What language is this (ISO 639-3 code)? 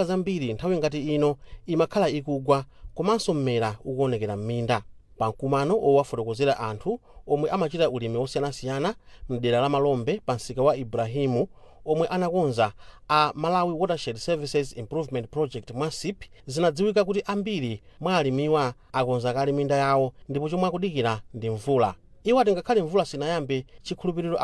nya